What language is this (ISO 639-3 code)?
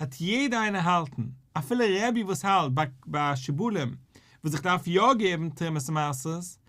yid